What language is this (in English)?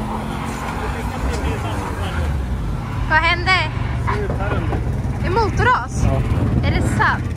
Swedish